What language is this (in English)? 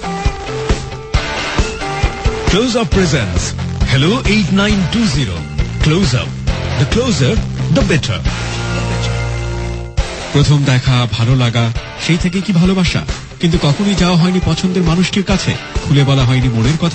Bangla